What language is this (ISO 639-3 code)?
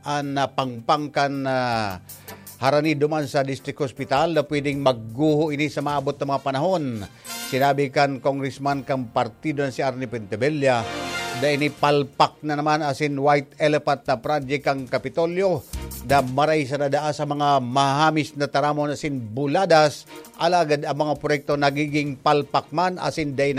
bik